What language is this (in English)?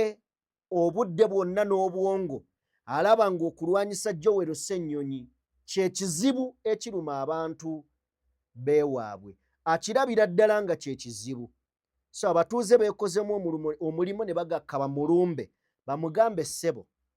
Ganda